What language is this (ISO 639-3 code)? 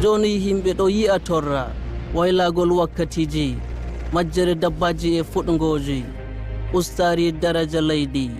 fuv